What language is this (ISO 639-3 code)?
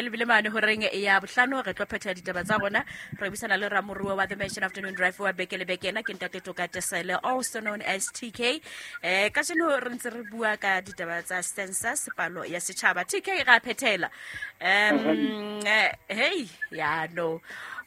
sot